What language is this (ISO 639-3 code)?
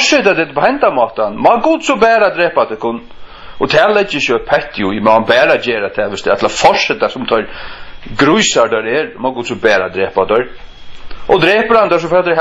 fao